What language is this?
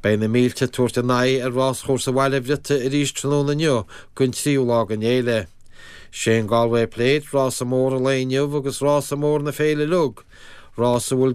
Irish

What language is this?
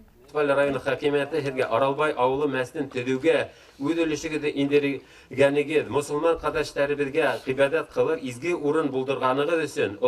Bashkir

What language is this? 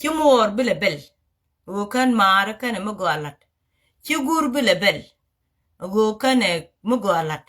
Nuer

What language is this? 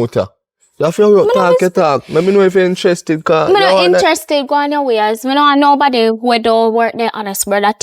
Jamaican Creole English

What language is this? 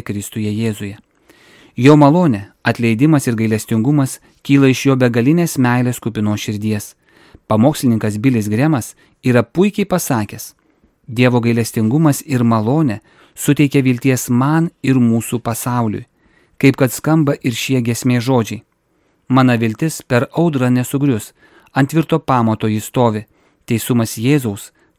Lithuanian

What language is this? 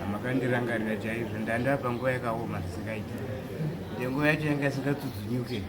Shona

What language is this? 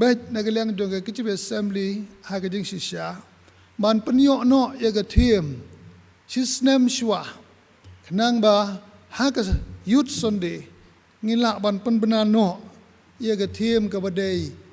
Khasi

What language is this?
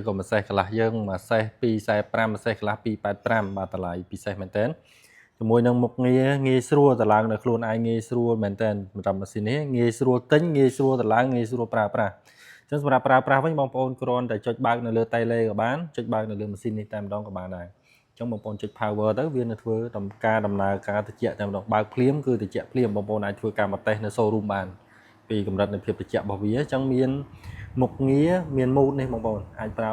Khmer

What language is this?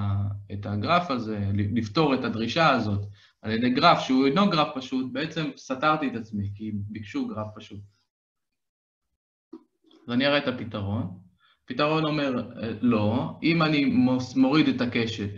Hebrew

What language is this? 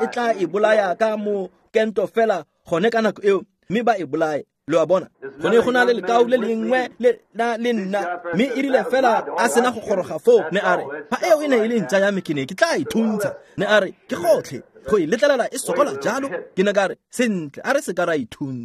Tswana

